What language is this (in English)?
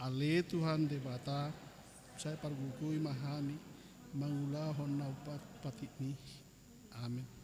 Batak Toba